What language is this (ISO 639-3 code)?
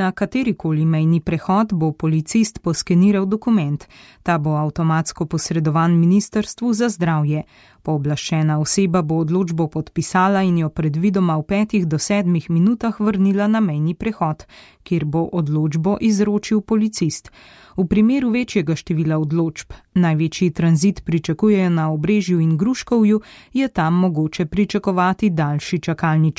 slv